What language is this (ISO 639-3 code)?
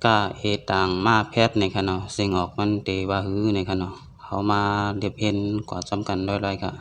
shn